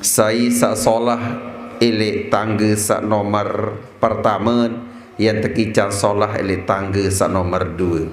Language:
Sasak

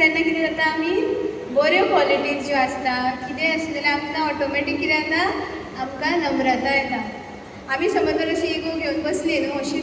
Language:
Konkani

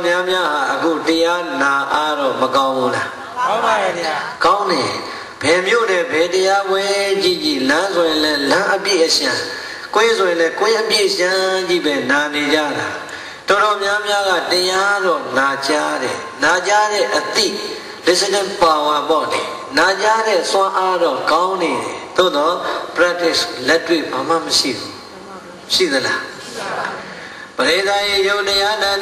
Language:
Burmese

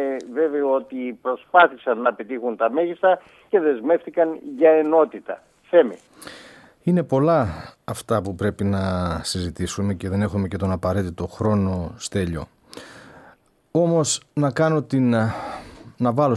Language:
Greek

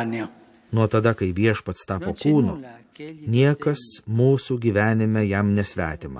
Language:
Lithuanian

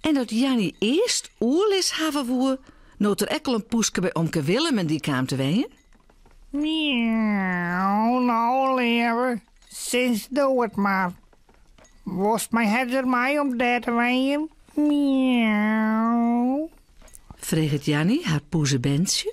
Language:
Western Frisian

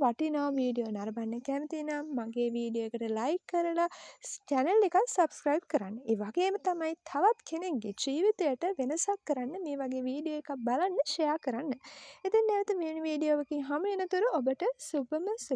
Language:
Sinhala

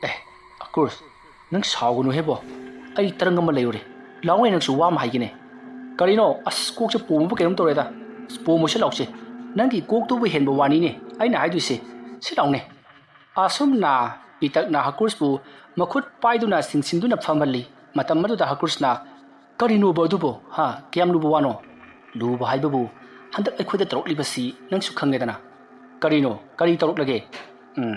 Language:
Manipuri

